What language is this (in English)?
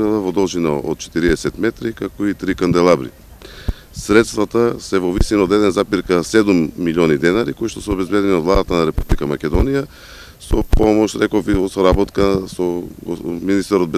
Macedonian